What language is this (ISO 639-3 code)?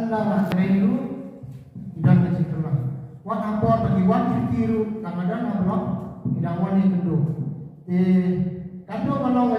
kha